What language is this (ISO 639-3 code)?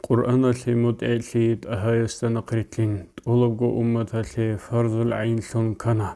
ava